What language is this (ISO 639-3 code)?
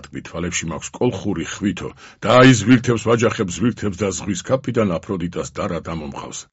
kat